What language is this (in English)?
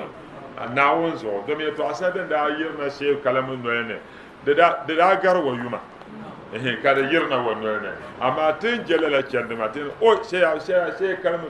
Dagbani